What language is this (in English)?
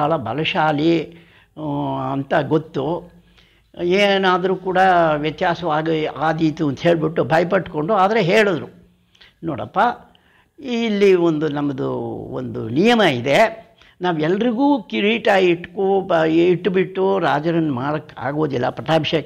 Kannada